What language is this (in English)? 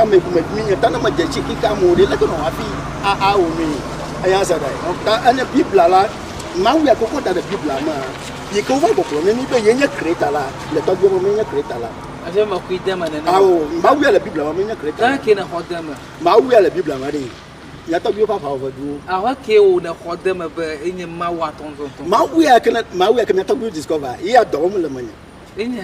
Ewe